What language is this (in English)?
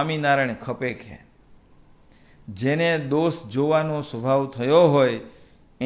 Gujarati